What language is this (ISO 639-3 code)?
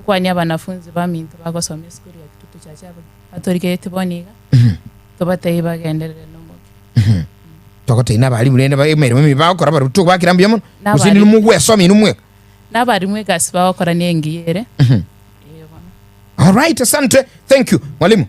guz